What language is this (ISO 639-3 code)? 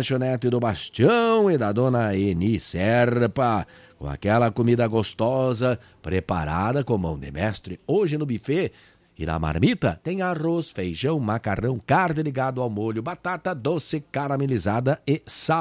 por